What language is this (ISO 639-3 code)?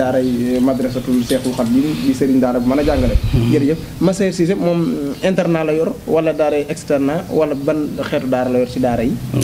wol